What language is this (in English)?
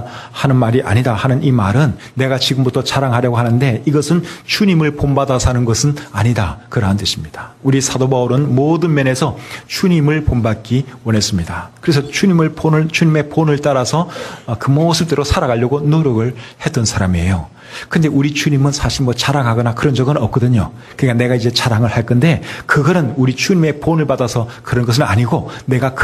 Korean